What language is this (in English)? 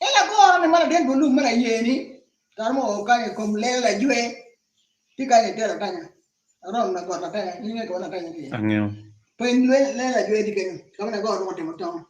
Acoli